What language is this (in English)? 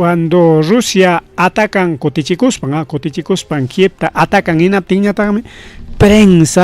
Ayacucho Quechua